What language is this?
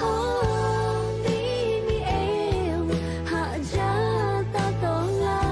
Lahu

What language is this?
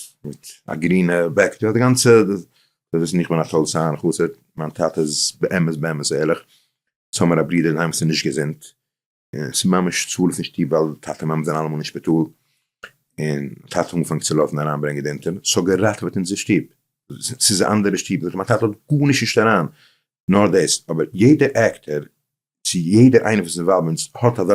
Yiddish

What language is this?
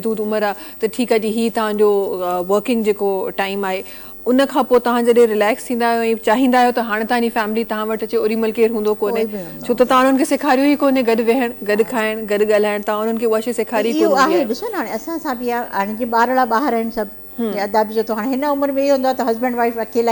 Sindhi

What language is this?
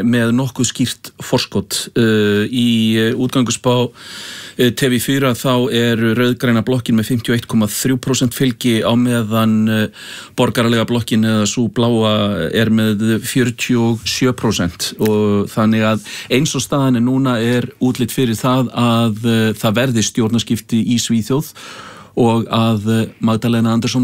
Icelandic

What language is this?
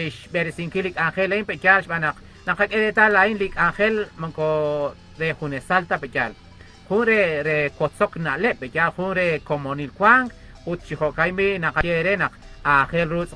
Kekchí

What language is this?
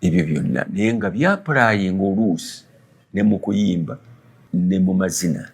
Ganda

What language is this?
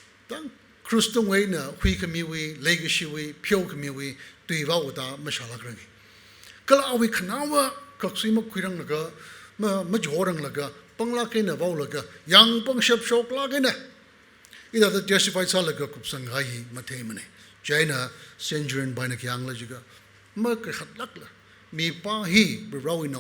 Tangkhul Naga (India)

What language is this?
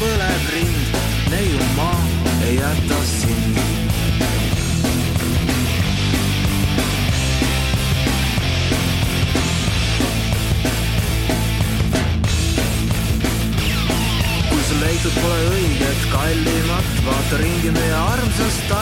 Estonian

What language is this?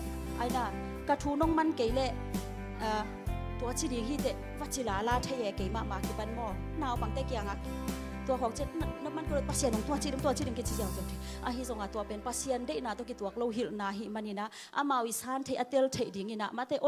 Tedim Chin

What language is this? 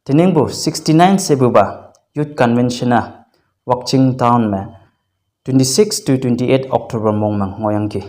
Konyak Naga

